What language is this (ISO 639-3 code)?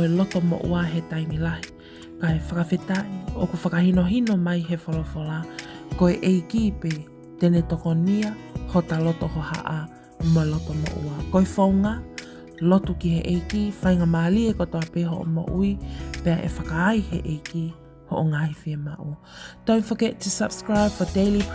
ton